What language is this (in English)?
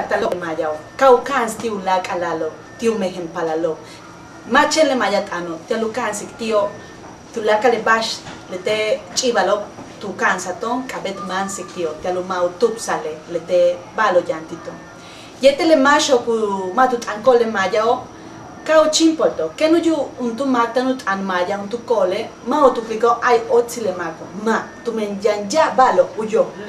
Yucateco